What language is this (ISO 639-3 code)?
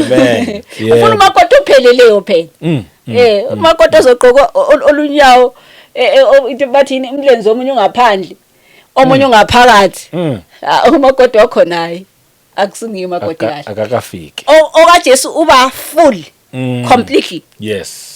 zul